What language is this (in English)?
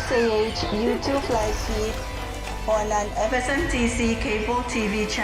Pohnpeian